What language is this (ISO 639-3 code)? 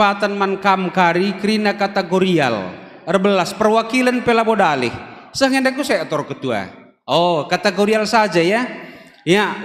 btx